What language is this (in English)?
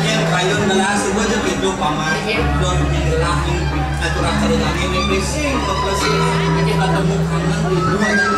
Balinese